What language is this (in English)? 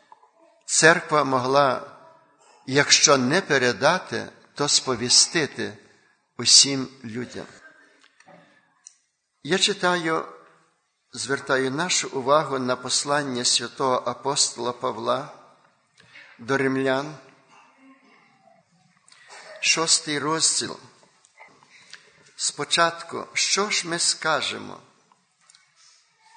Ukrainian